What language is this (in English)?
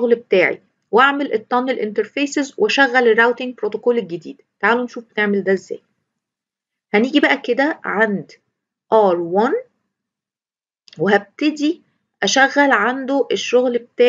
Egyptian Arabic